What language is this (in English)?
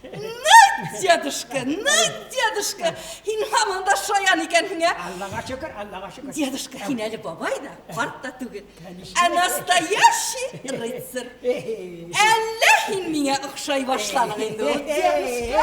Bashkir